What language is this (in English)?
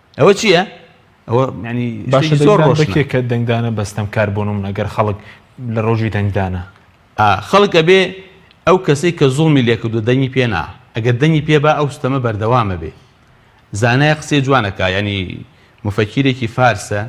Central Kurdish